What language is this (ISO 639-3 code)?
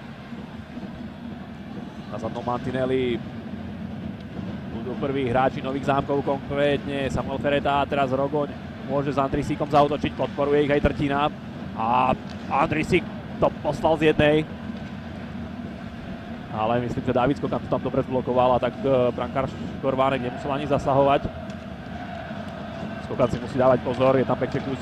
slk